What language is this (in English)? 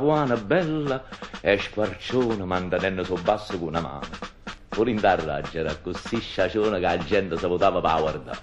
Neapolitan